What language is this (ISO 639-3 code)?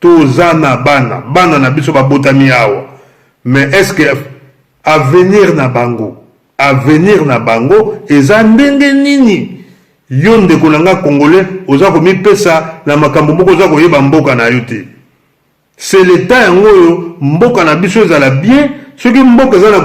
lin